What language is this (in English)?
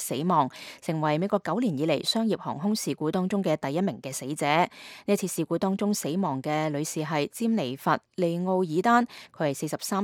Cantonese